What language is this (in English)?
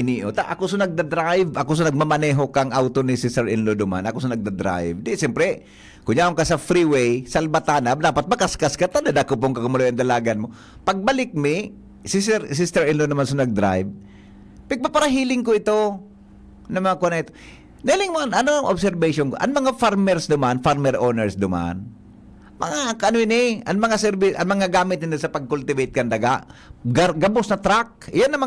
Bikol